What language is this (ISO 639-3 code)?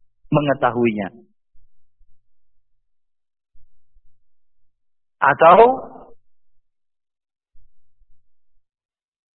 ind